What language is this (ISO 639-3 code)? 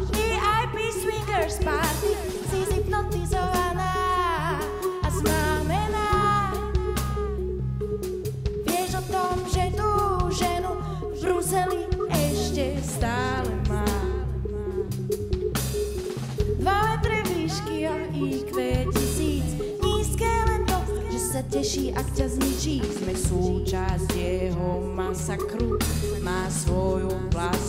slk